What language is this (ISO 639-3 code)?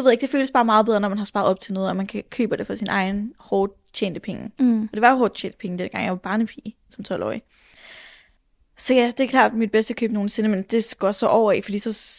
dan